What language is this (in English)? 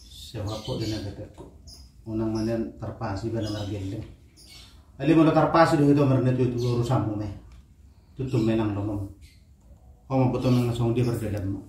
Batak Toba